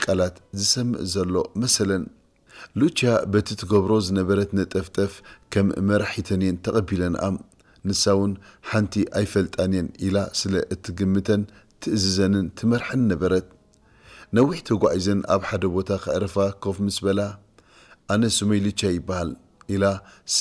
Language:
Tigrinya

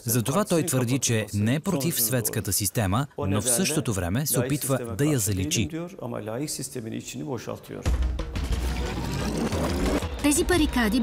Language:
Bulgarian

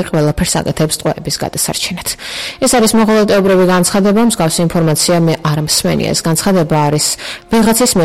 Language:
Georgian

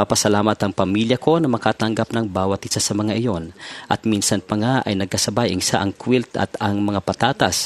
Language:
Filipino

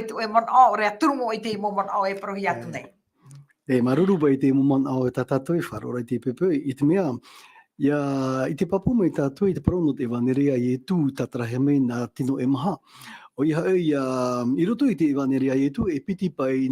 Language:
Tahitian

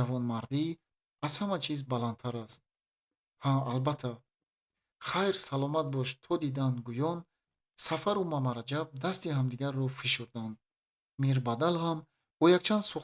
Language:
Tajik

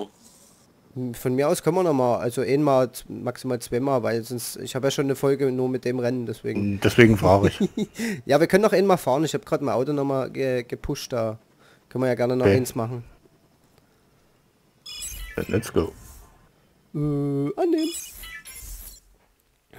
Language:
German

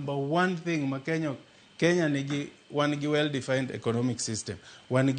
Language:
Luo (Kenya and Tanzania)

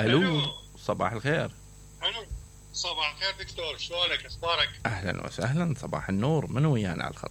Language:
Mesopotamian Arabic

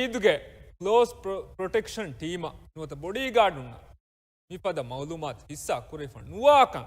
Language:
Divehi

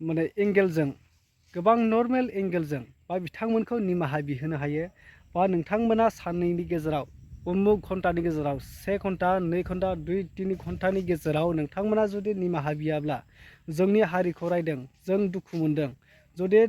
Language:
Bodo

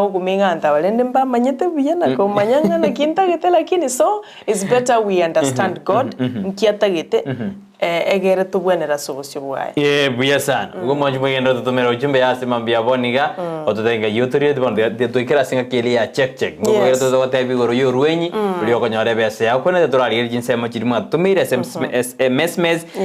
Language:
Gusii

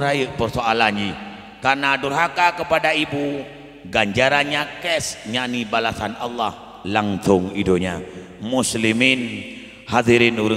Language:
Achinese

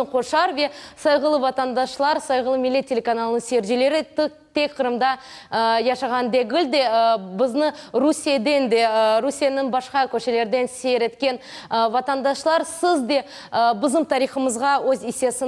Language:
Crimean Tatar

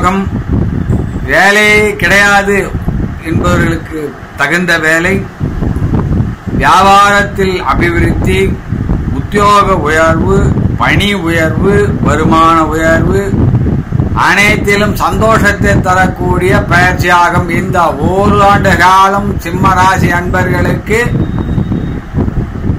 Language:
Tamil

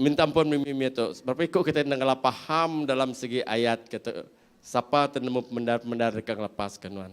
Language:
Iban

